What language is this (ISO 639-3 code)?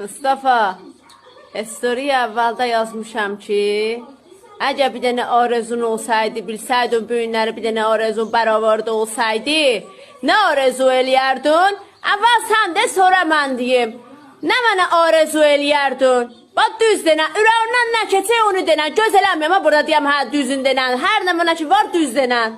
azb